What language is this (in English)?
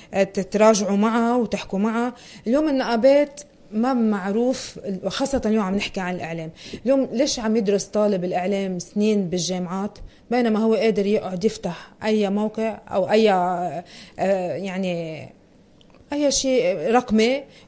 North Levantine Arabic